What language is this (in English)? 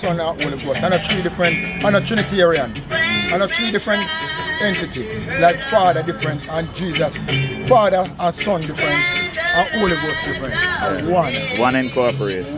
Jamaican Creole English